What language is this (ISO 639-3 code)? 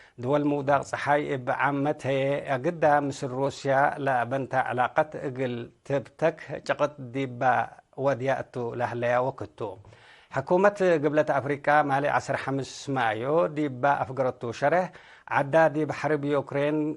tig